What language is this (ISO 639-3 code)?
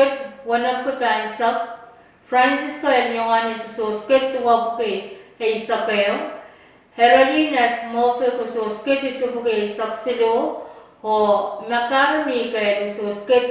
pon